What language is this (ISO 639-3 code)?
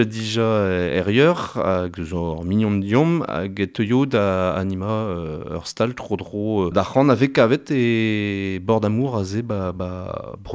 bre